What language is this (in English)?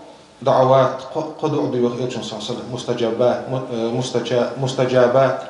Ingush